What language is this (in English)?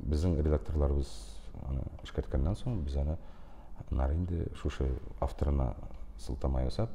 Tatar